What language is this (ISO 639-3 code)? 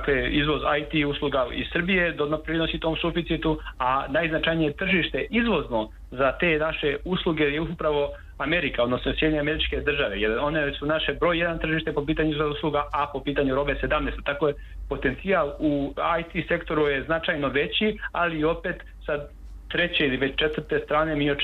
srp